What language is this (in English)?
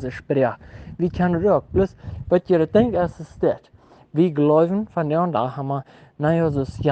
Plautdietsch